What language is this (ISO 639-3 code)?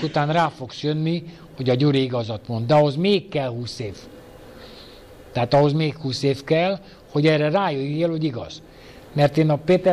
hun